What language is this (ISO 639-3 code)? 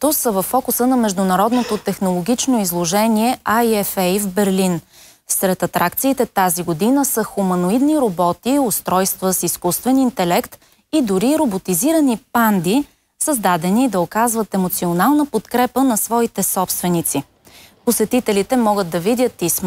bul